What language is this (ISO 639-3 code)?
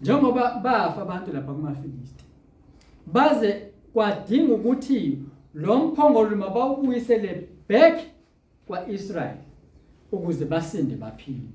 zul